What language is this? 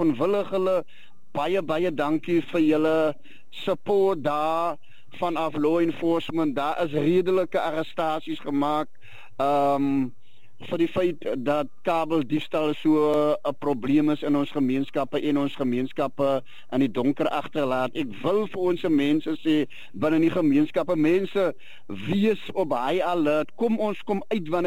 Afrikaans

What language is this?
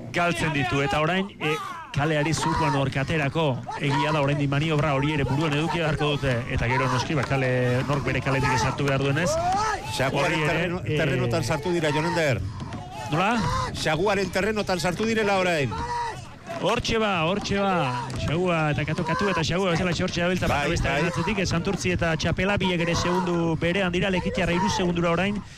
Basque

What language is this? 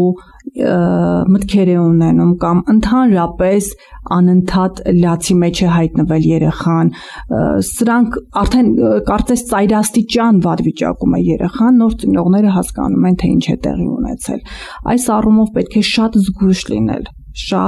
Armenian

